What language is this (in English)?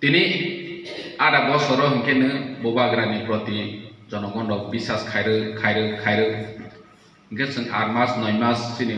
Kok Borok